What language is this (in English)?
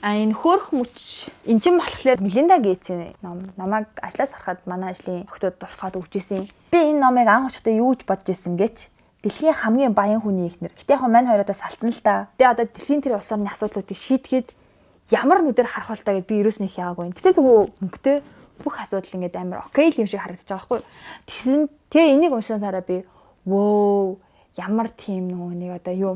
Mongolian